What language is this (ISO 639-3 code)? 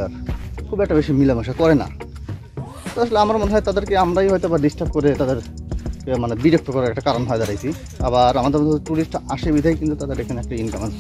ben